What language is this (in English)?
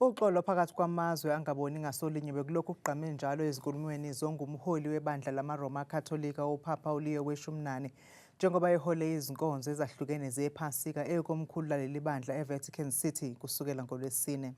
Zulu